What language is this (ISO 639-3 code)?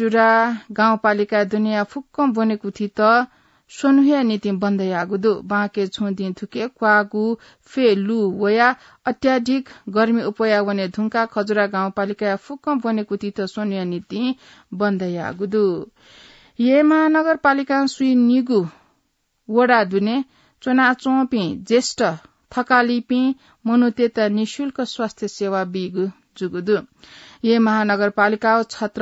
new